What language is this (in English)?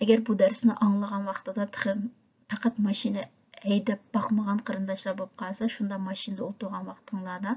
Uyghur